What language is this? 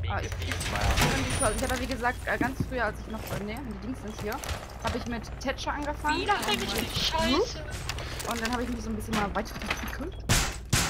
German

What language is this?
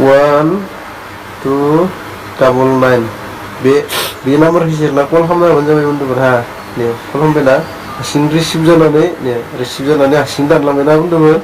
Bodo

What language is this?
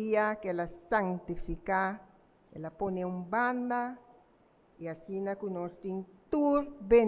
Papiamento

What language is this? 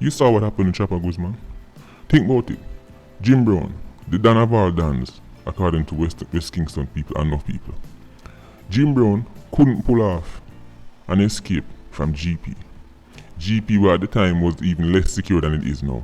Jamaican Creole English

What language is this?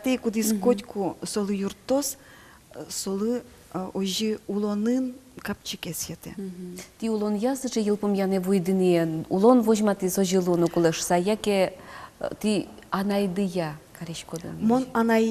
Udmurt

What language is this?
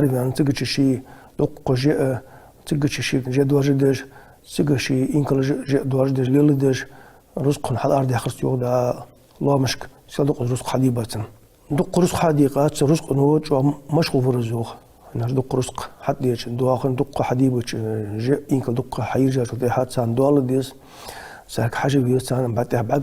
Ingush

